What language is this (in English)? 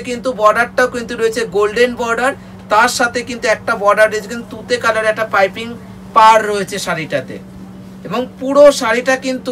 Bangla